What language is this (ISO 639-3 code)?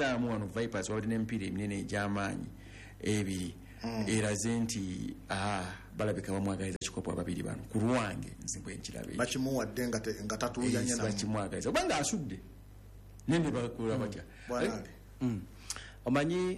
lug